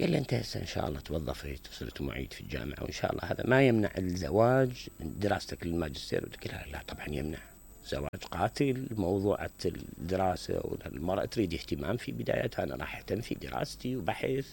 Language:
Mesopotamian Arabic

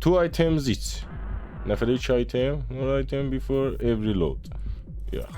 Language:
South Azerbaijani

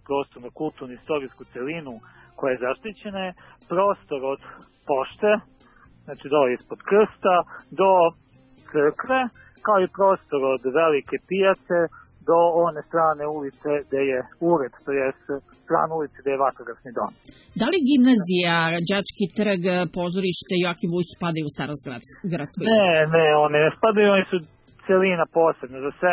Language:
Serbian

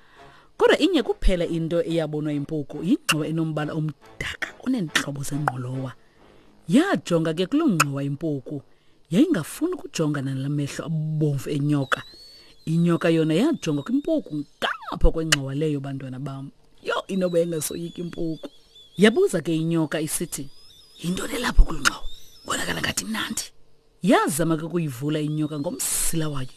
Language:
Xhosa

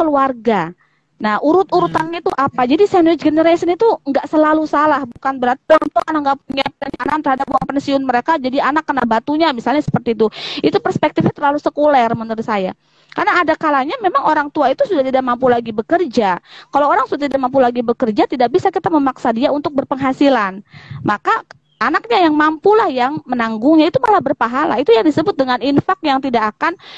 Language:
Indonesian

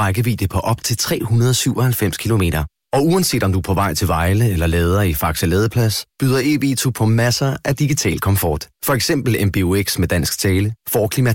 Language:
Danish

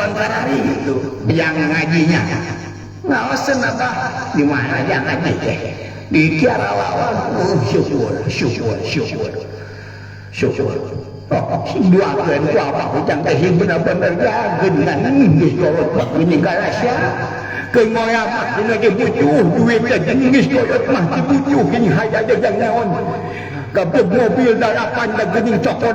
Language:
Sundanese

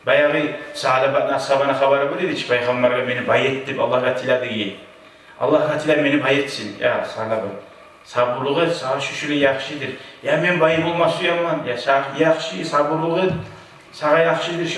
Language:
Kumyk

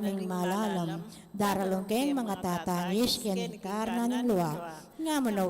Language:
Pampanga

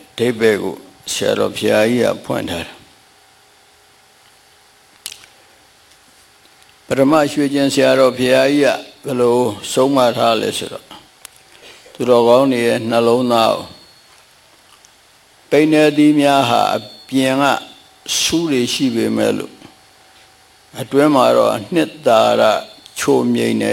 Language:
Burmese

